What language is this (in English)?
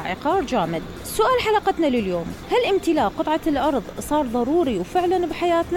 Mesopotamian Arabic